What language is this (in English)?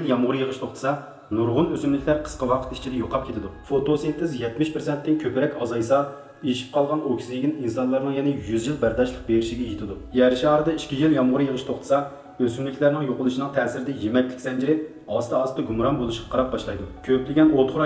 Uyghur